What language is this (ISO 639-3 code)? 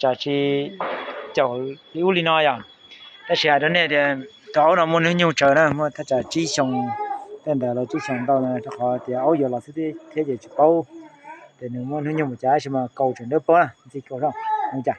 hmn